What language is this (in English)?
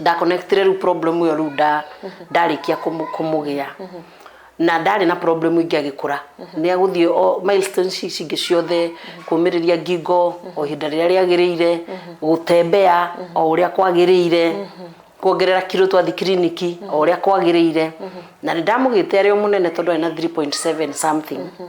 Kikuyu